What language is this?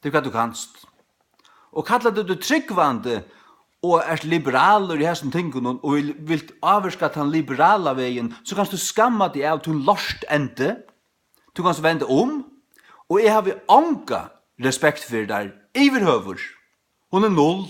Faroese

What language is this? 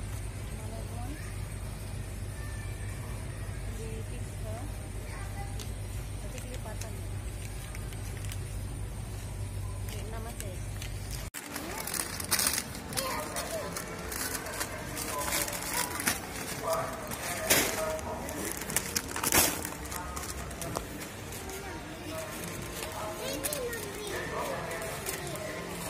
Indonesian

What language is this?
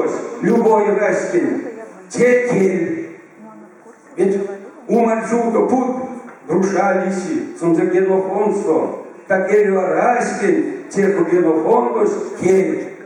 Erzya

